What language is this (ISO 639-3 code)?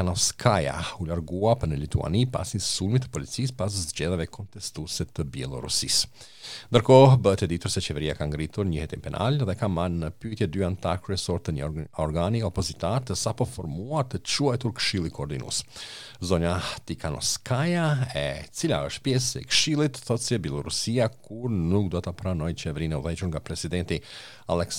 sqi